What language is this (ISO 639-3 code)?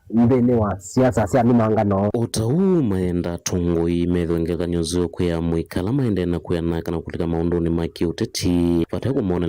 kam